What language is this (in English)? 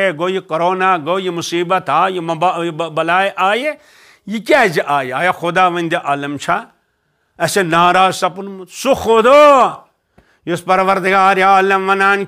Kashmiri